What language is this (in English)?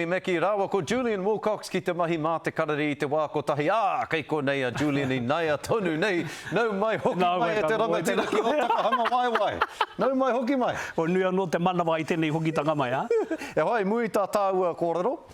Māori